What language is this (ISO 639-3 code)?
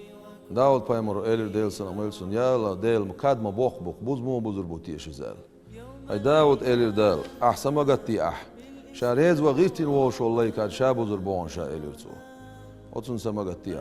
che